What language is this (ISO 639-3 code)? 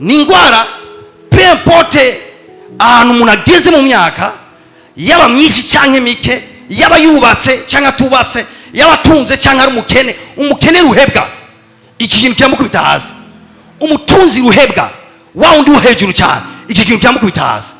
run